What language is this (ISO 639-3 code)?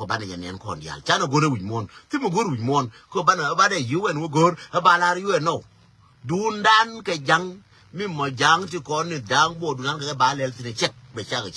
nus